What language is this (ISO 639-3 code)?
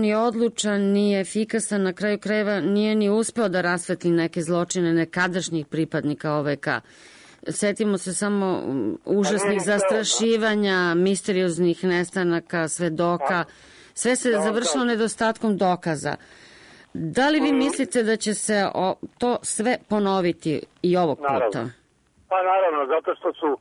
srp